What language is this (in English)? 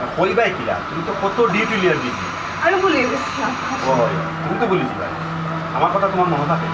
Sylheti